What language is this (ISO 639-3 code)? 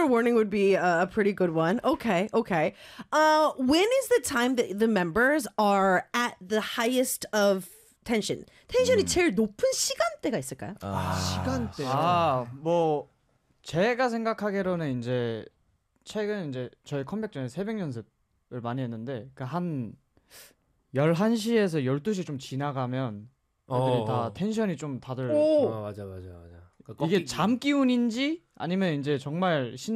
kor